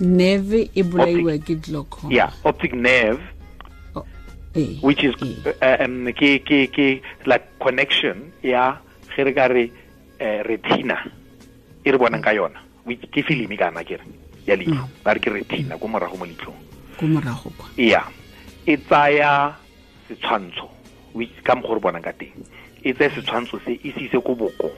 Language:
Tswana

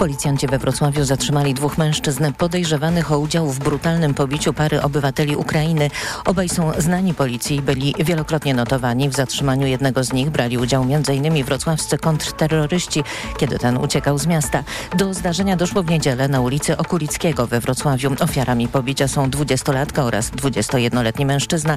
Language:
Polish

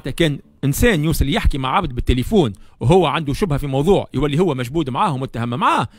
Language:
Tunisian Arabic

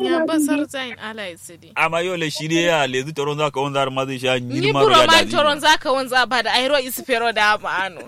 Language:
Kanuri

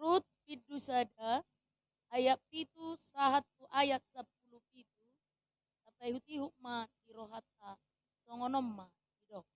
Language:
Batak Toba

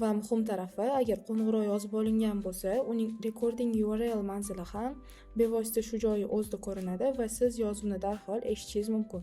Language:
Uzbek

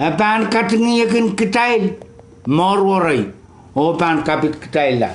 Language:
Pohnpeian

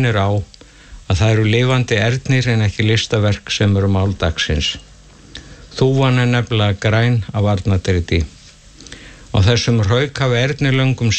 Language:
Icelandic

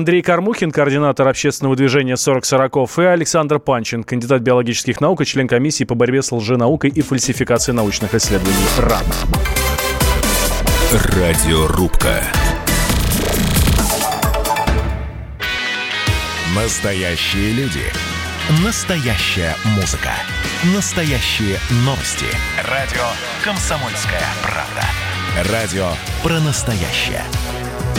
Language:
Russian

